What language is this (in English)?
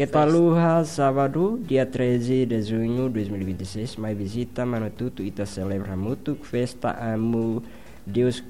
Tetum